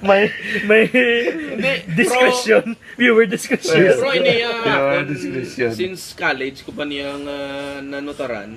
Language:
Hiligaynon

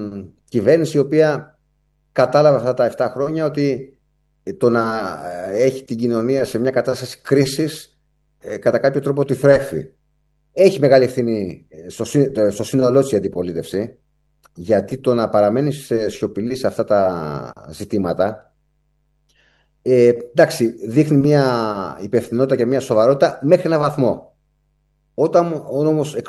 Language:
Greek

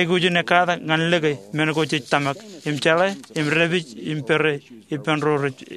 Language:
Marshallese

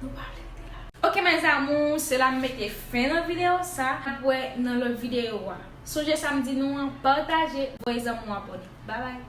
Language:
Haitian Creole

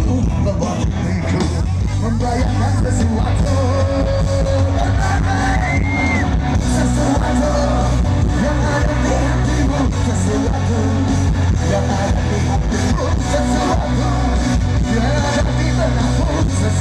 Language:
Indonesian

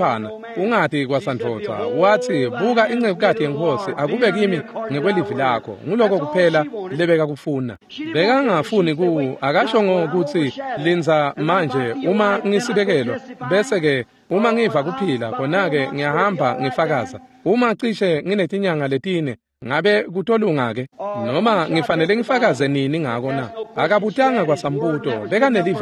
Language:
Swati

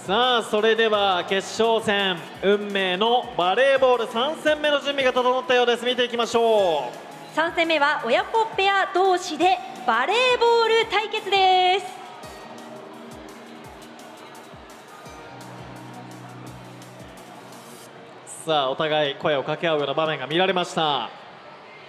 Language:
Japanese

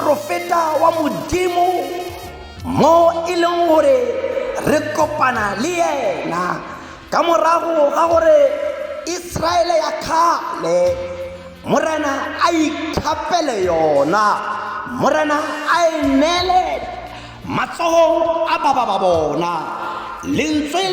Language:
Tswana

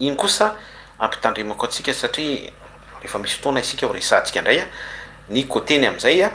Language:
Malagasy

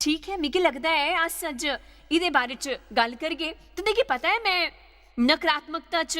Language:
Dogri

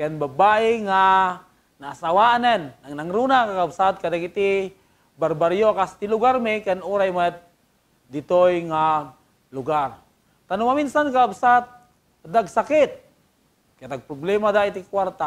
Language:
Iloko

